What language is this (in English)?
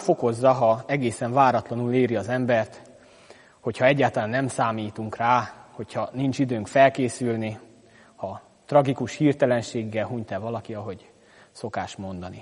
Hungarian